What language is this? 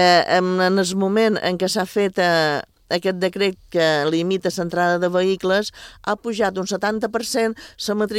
Catalan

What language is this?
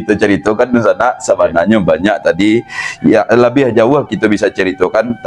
Minangkabau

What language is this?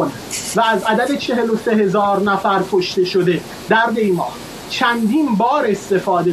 Persian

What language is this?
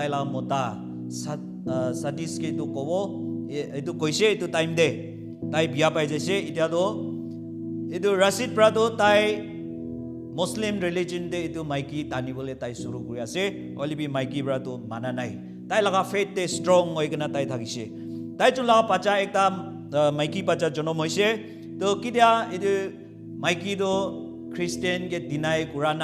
Naga Pidgin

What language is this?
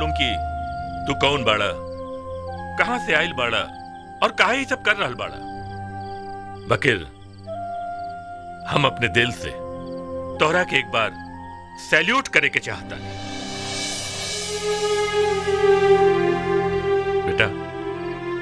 Bhojpuri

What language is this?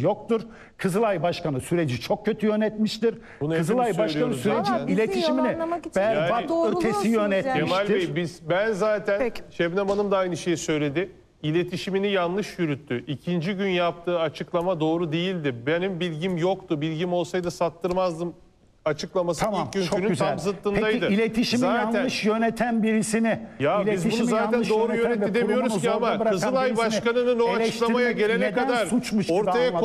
Turkish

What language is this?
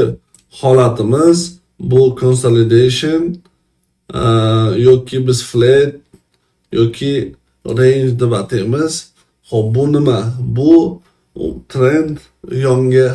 Uzbek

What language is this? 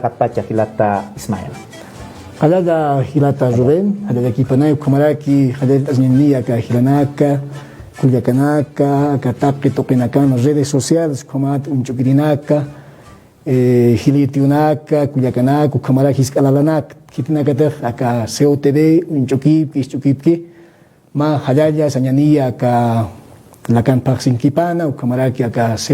Aymara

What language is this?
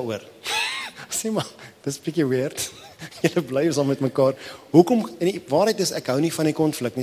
Afrikaans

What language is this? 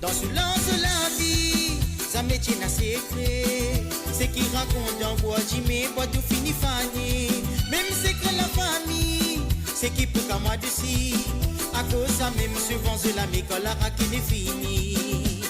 Morisyen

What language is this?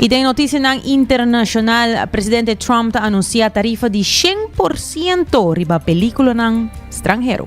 Papiamento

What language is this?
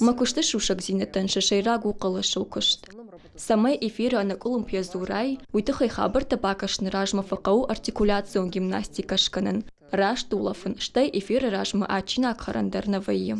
Ossetic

